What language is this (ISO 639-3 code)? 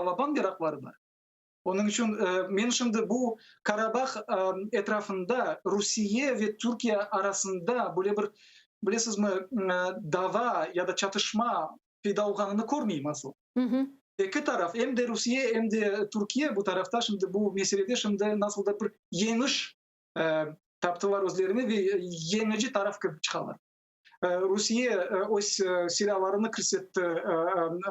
crh